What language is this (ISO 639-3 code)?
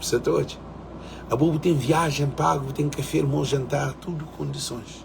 kea